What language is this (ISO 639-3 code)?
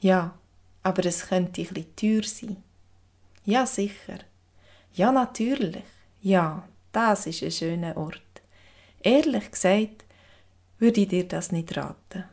gsw